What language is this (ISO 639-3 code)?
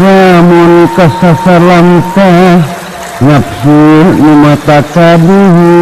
sun